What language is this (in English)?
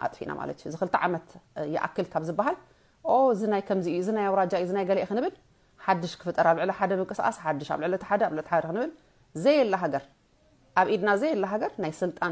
Tigrinya